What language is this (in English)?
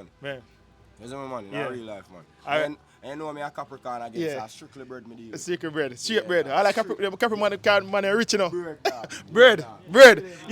Jamaican Creole English